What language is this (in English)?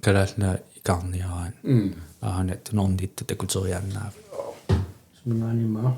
Kalaallisut